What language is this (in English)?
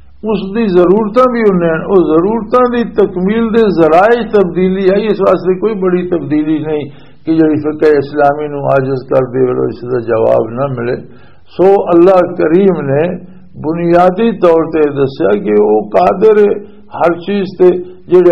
Western Panjabi